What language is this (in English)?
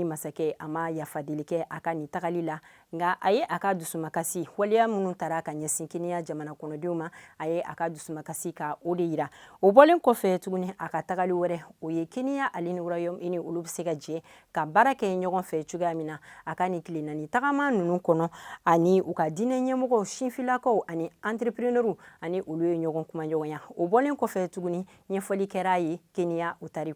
Bambara